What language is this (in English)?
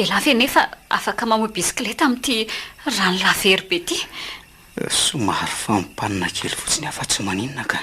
Malagasy